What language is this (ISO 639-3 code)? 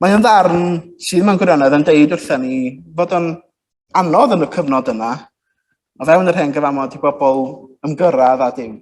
cym